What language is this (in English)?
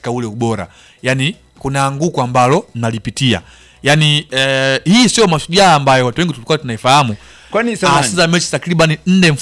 Swahili